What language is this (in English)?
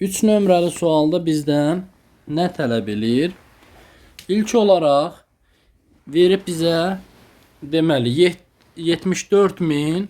Azerbaijani